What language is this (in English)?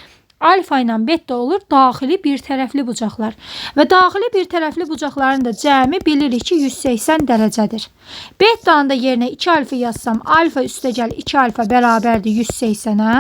Azerbaijani